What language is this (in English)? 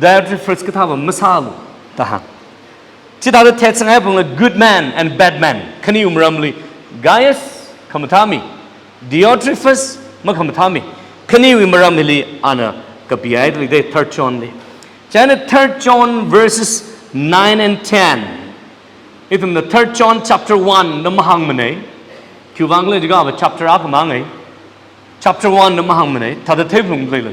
Tangkhul Naga (India)